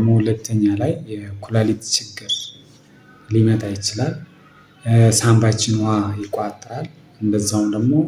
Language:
Amharic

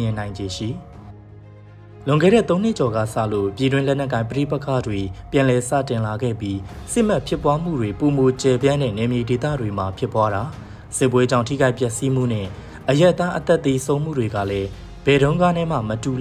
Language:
Burmese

